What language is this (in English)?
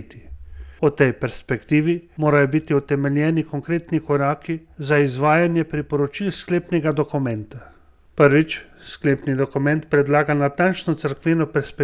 Slovenian